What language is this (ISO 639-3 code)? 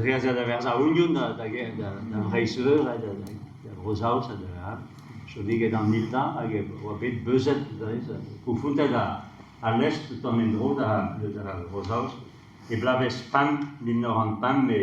bre